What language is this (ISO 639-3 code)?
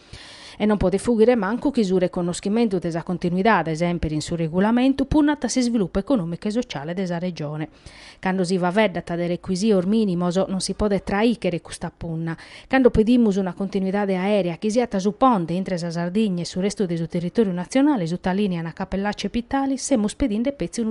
srd